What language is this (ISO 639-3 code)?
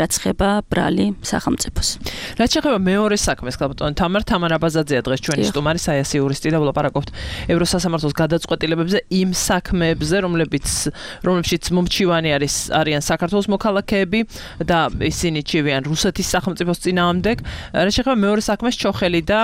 kat